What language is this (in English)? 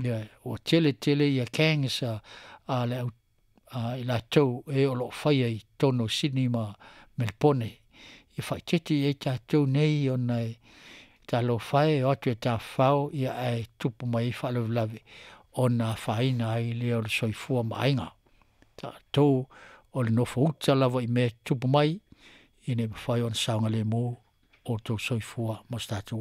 Samoan